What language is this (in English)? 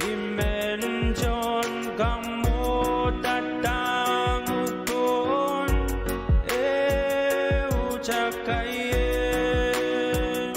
Pohnpeian